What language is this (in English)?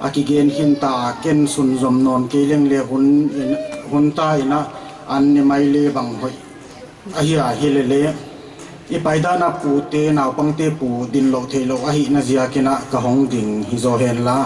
Paite Chin